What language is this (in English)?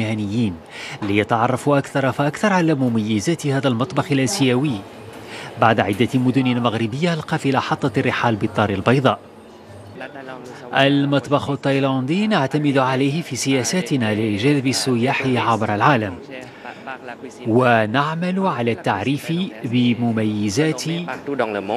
Arabic